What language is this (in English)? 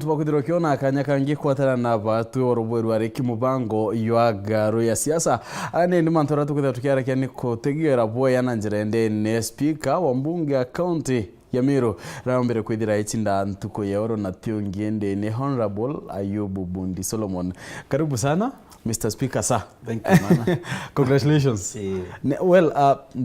Meru